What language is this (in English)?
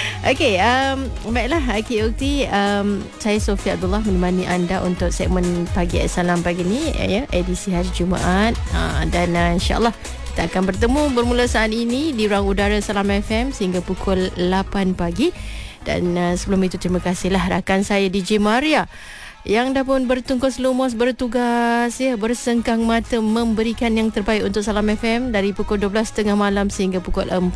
Malay